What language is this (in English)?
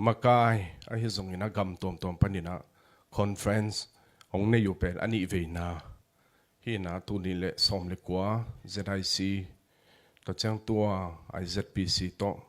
Tedim Chin